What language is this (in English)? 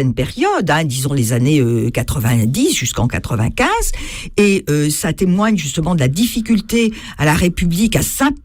French